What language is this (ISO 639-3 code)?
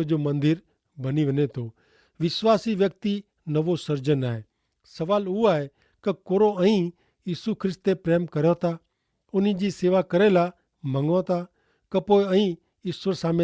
kfr